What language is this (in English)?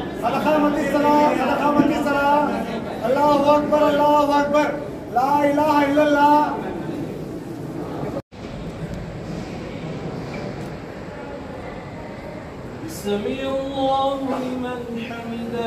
Telugu